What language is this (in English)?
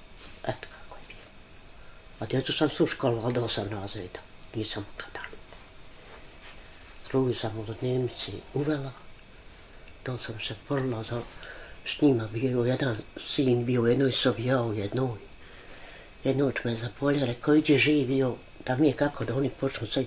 Bosnian